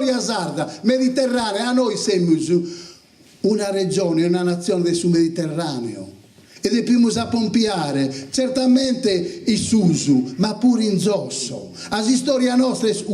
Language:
Sardinian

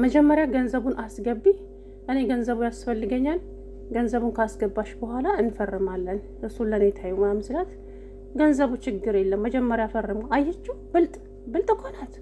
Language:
Amharic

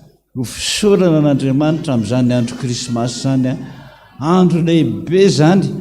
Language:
Malagasy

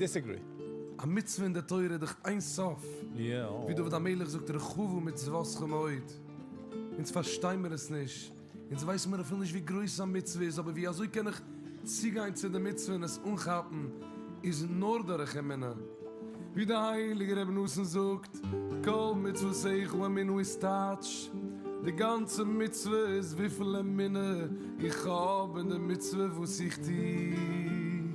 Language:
Yiddish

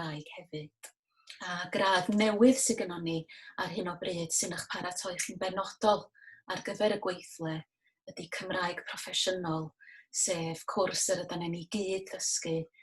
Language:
Welsh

